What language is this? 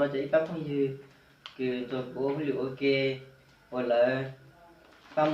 Hmong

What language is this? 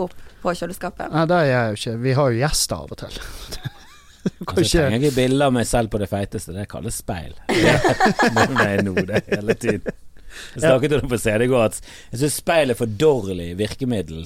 Norwegian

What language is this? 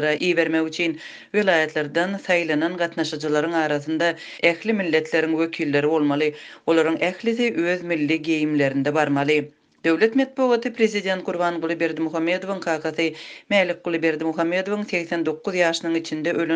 Turkmen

